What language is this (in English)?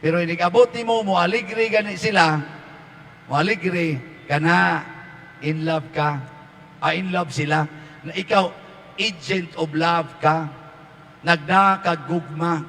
Cebuano